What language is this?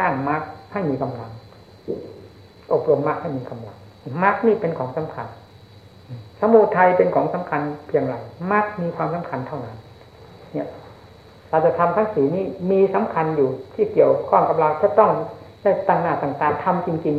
Thai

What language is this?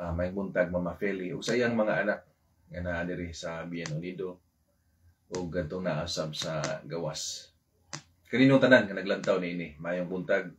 Cebuano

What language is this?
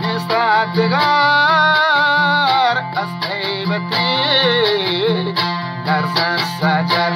Eastern Balochi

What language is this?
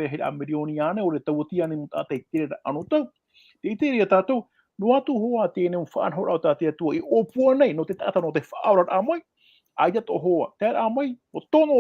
Tahitian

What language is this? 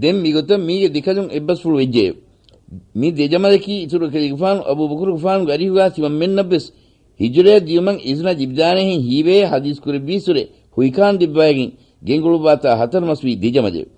Divehi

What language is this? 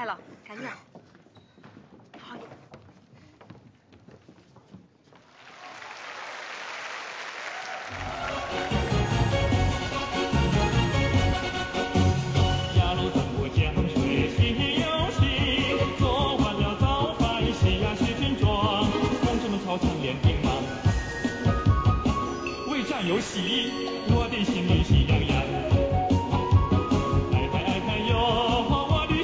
Chinese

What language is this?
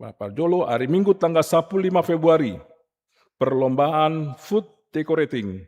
Batak Toba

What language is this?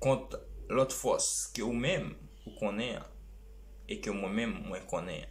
Haitian Creole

